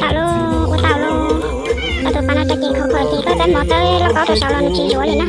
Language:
Hmong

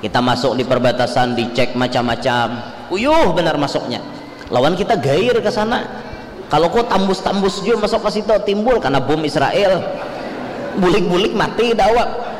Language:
Banjar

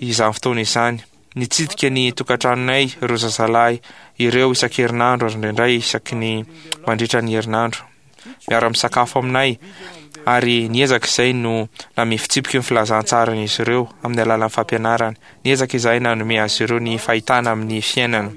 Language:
Malagasy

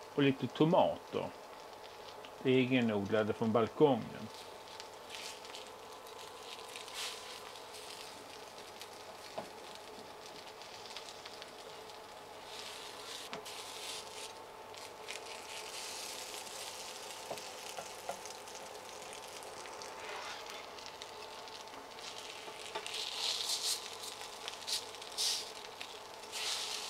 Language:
Swedish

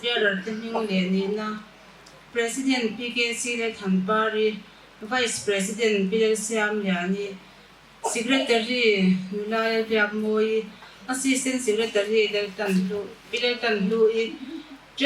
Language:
Mizo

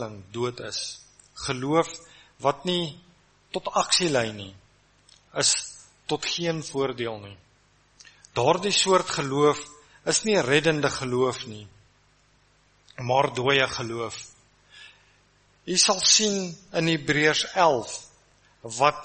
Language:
Afrikaans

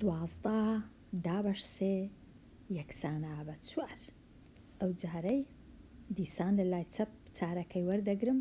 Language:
Central Kurdish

